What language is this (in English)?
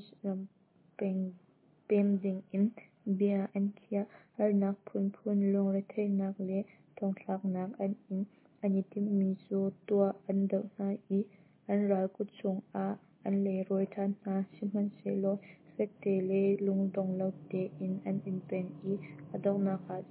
Hakha Chin